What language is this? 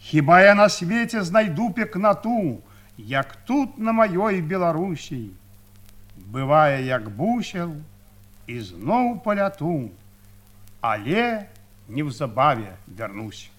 Belarusian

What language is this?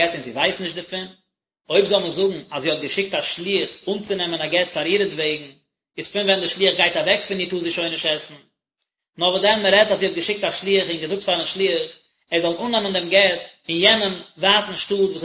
Yiddish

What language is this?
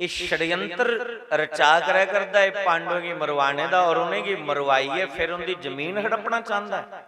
Dogri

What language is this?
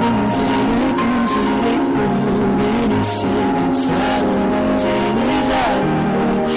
Kara-Kalpak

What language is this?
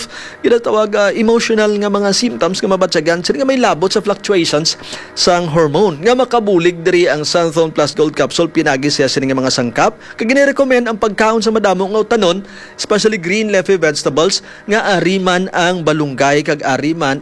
Hiligaynon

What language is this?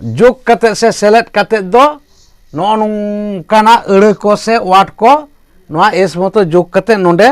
Santali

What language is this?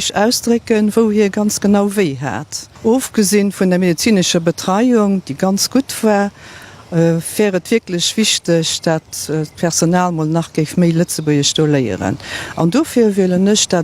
Luxembourgish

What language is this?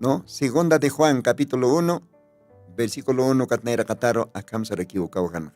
Aymara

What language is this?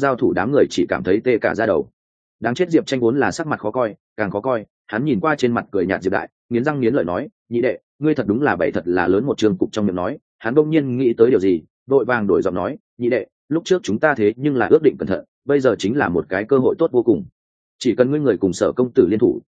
Vietnamese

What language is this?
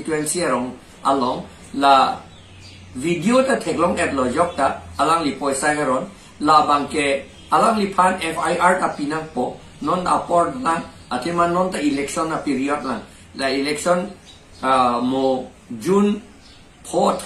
Karbi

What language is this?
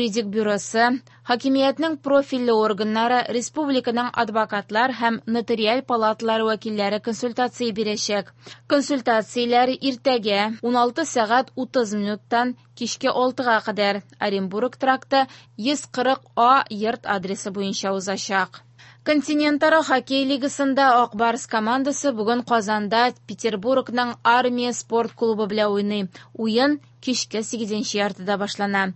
Tatar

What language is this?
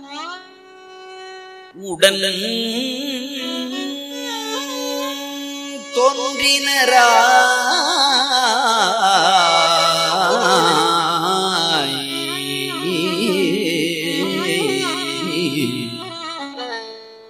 Tamil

